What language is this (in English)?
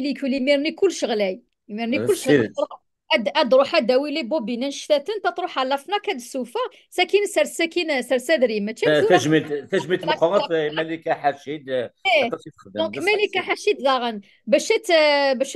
Kabyle